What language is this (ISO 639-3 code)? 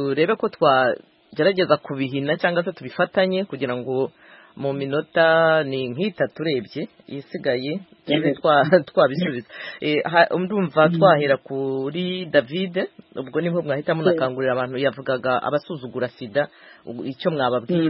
kin